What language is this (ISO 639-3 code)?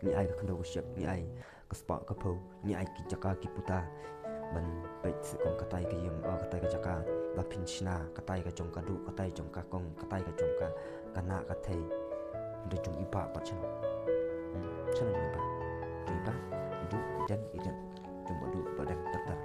kha